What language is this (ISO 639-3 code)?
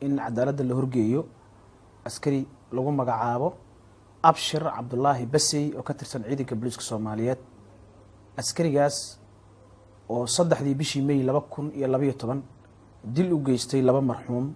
som